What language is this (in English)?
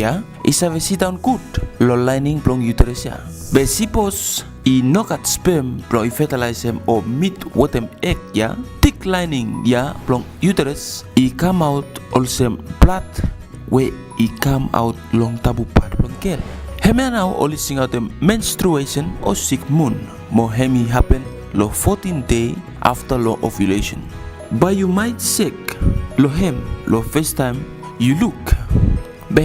Bislama